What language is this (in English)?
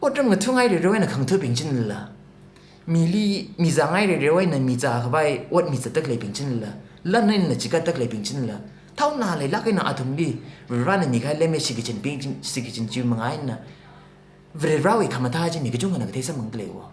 Tangkhul Naga (India)